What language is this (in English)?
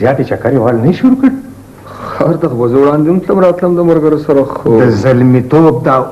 Pashto